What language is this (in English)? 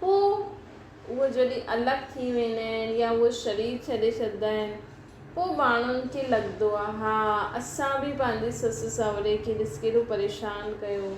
Sindhi